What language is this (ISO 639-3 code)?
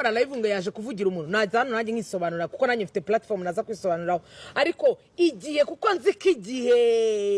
kin